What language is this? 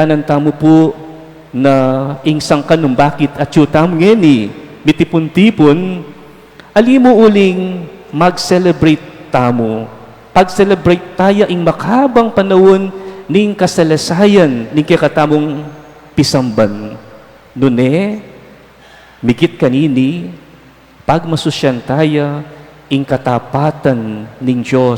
Pampanga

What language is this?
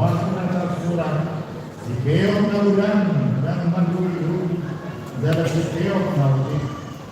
Batak Toba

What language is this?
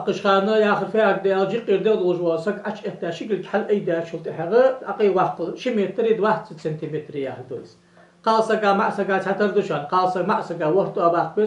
Ingush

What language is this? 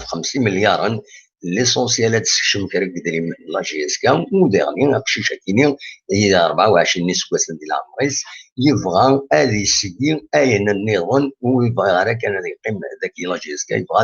Kabyle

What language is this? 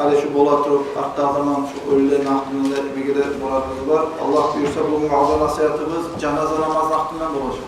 Kumyk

